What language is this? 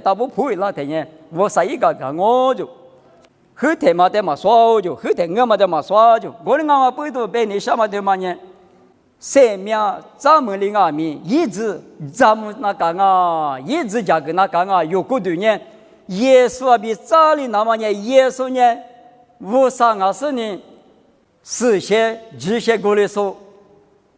Lisu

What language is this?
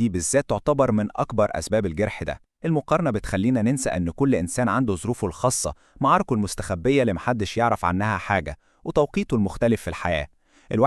Egyptian Arabic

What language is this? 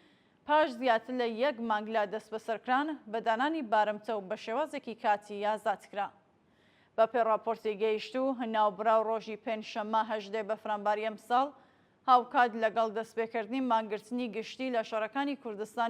Central Kurdish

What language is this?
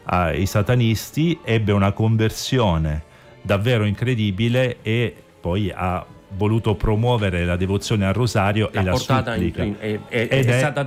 Italian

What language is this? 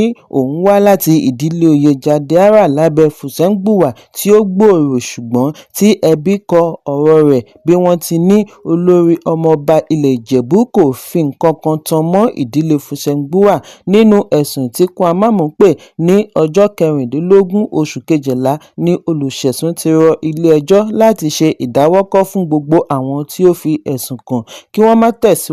Yoruba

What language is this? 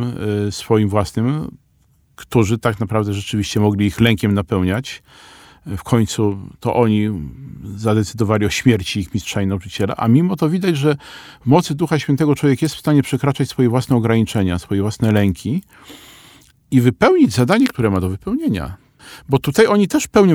Polish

